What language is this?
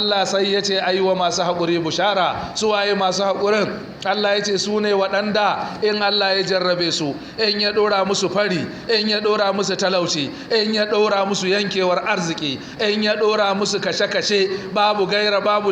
Hausa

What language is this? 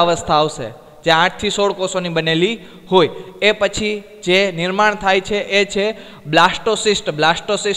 Gujarati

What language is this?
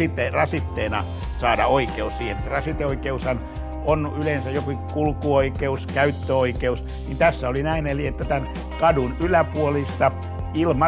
Finnish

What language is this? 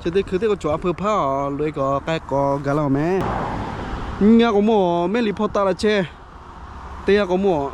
Lahu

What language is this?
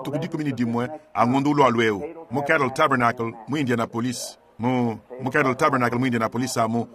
Luba-Lulua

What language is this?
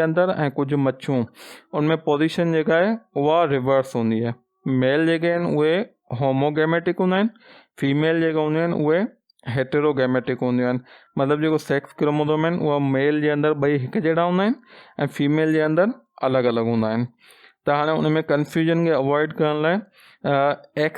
Sindhi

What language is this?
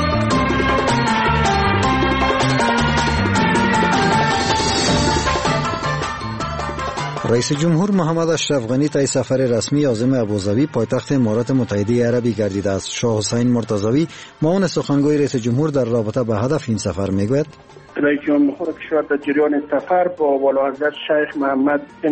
Persian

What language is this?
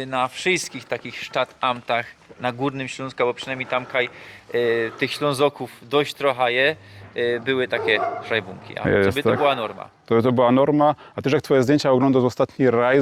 Silesian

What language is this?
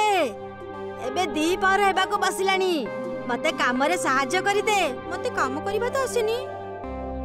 Odia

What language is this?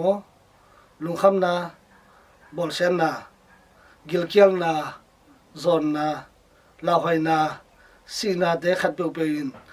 Tedim Chin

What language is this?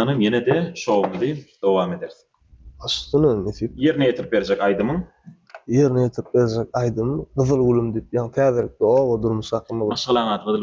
Turkmen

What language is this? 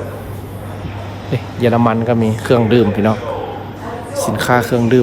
Lao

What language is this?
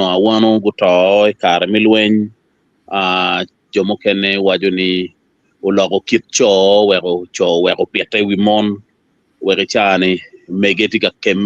Acoli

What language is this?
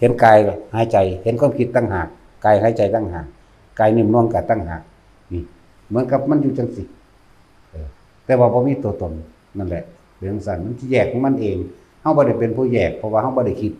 Lao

